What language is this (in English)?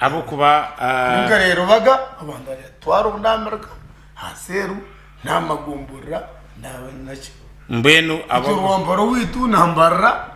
Nyankole